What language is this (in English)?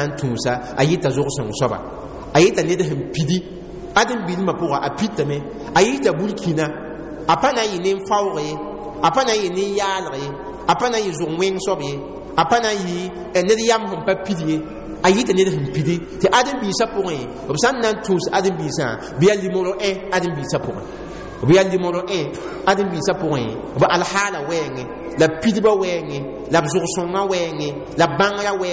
Mossi